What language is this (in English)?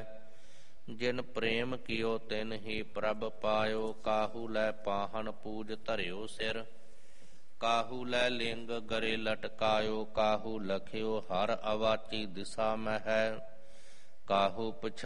Punjabi